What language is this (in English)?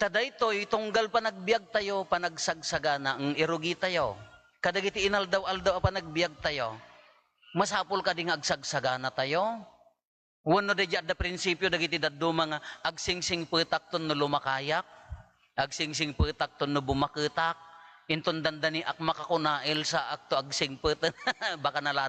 Iloko